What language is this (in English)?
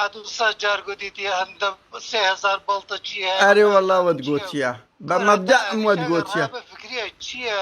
Central Kurdish